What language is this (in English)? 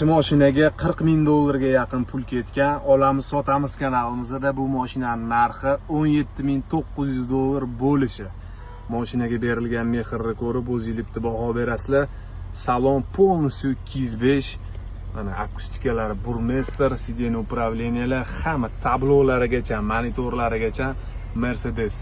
Uzbek